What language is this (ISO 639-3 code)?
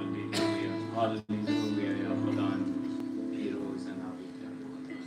kur